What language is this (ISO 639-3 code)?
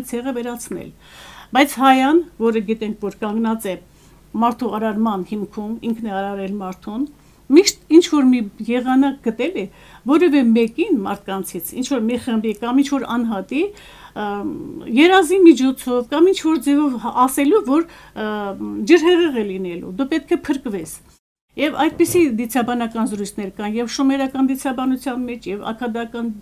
hye